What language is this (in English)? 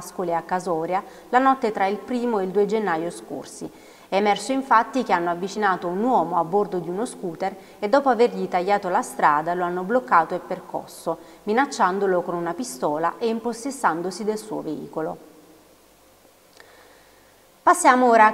Italian